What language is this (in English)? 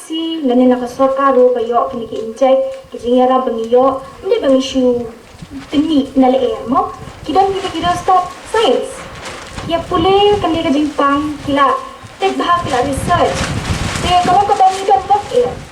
Khasi